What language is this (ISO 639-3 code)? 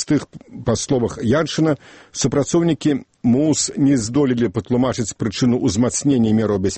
bel